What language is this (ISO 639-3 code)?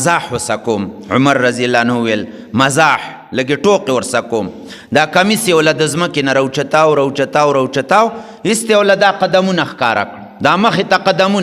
pus